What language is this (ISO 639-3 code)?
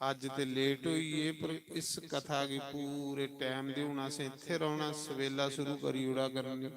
doi